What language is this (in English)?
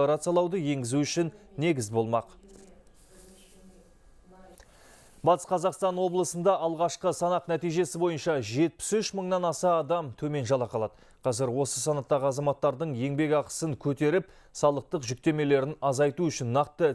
Kazakh